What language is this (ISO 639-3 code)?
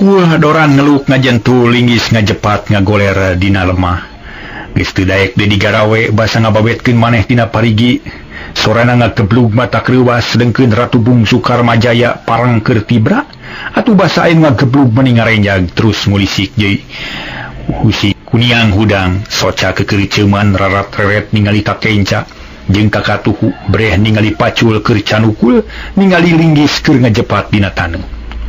sun